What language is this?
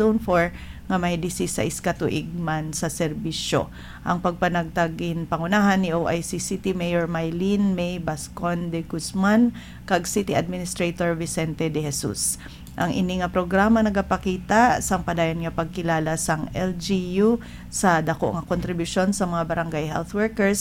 Hiligaynon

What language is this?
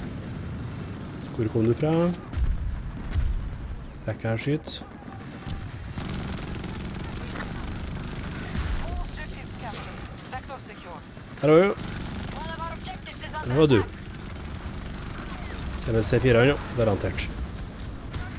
Norwegian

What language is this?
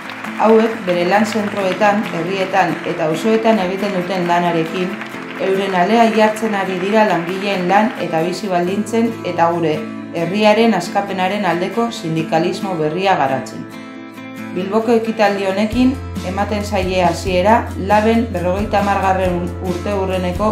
Basque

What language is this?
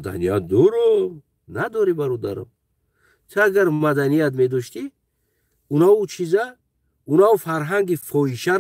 Tajik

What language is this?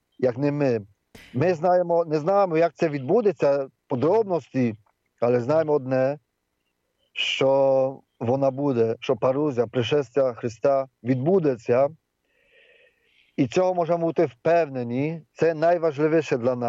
Ukrainian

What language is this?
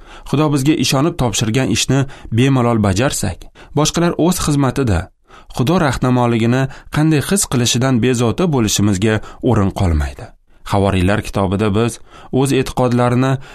Uzbek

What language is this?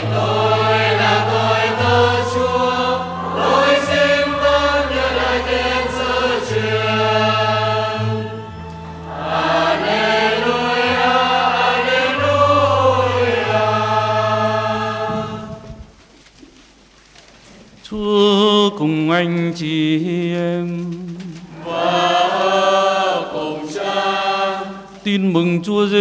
Vietnamese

